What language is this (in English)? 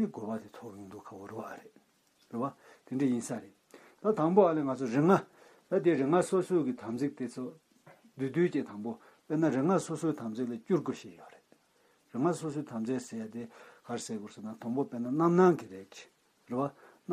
Tibetan